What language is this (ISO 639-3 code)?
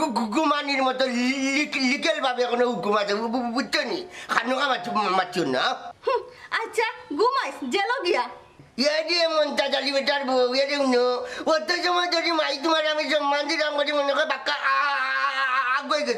syl